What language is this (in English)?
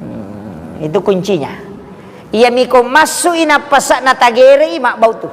Buginese